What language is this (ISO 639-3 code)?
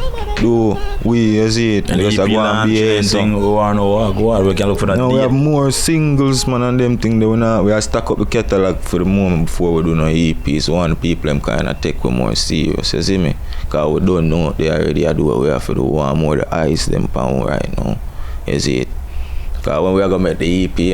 jam